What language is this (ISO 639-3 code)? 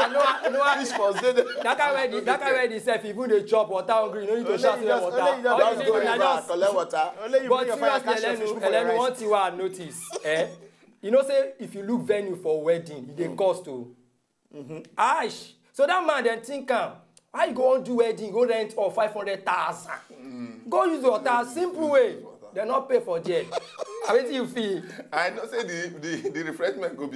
pcm